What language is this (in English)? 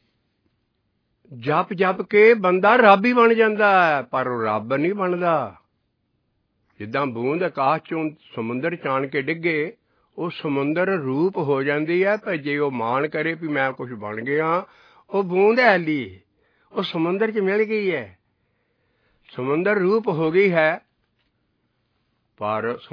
Punjabi